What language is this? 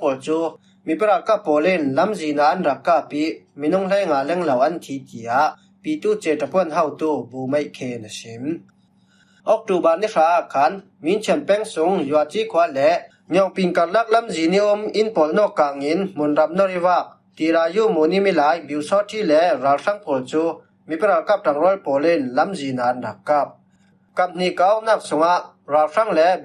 Falam Chin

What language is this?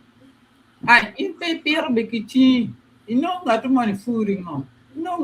Acoli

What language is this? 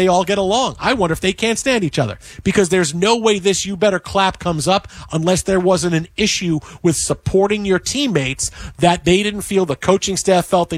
English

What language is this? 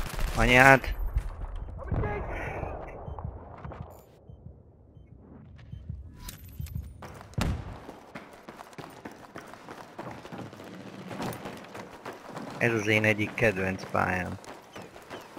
Hungarian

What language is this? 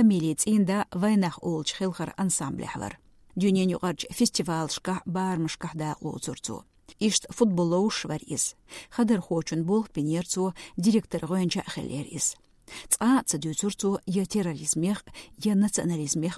Chechen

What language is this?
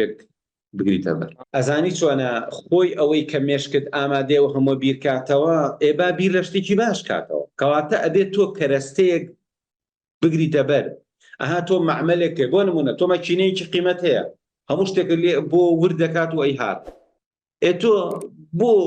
Central Kurdish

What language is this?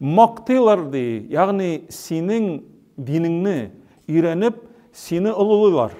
Tatar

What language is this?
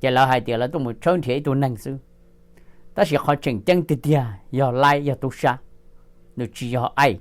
Hmong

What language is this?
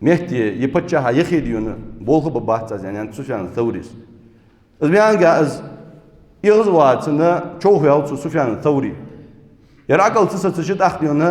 Ingush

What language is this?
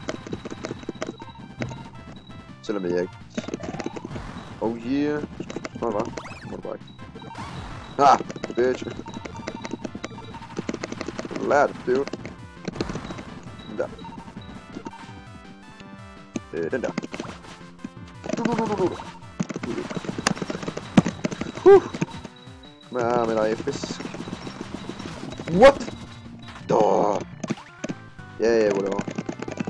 Danish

